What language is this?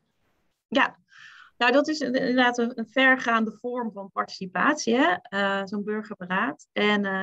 Dutch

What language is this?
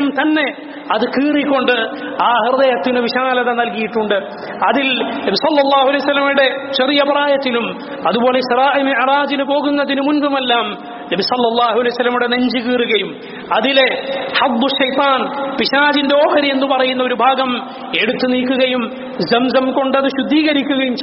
Malayalam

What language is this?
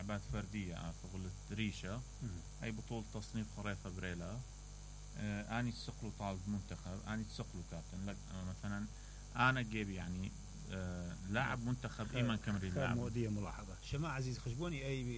Mesopotamian Arabic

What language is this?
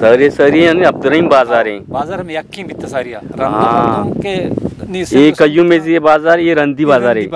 Eastern Balochi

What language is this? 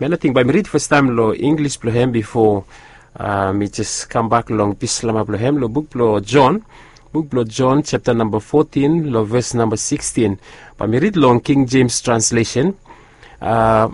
Bislama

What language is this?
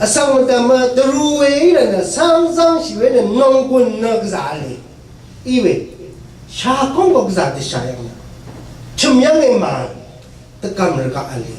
Rawang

